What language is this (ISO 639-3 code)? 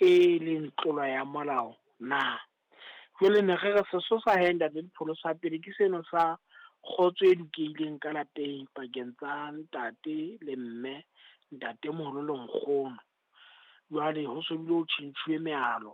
sot